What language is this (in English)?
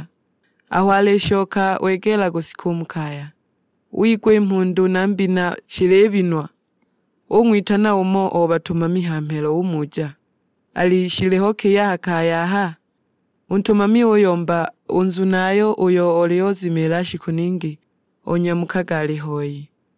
Sukuma